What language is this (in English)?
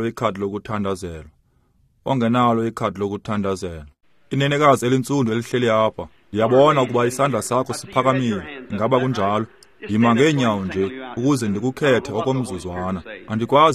Xhosa